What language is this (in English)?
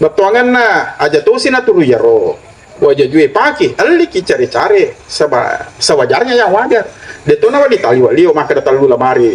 Buginese